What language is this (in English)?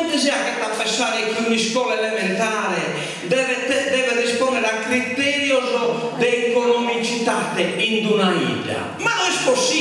Sardinian